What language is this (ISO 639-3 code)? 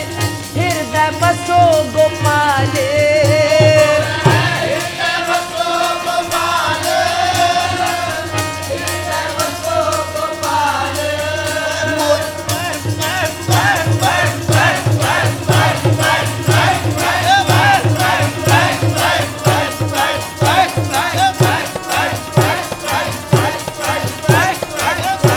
pan